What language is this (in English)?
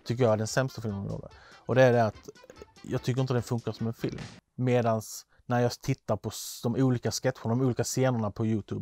Swedish